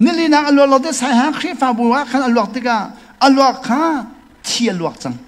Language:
Hakha Chin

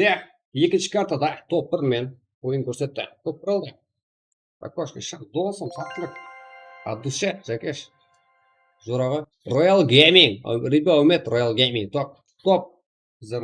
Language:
Kara-Kalpak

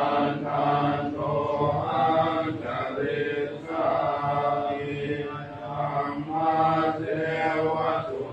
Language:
Pali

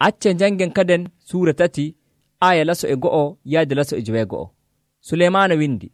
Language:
Nigerian Fulfulde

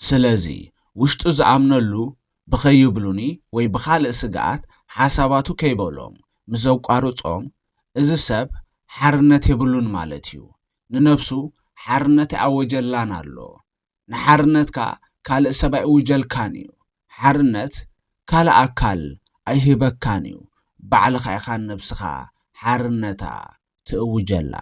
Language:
Tigrinya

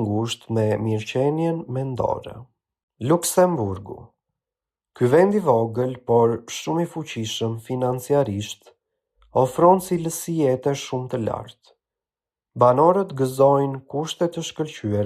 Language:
Albanian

